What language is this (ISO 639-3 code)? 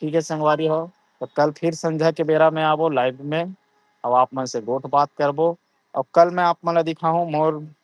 hne